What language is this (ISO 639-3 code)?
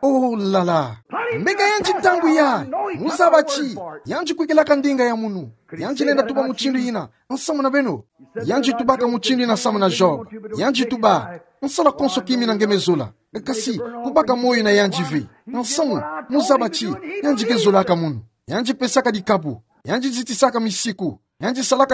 ktu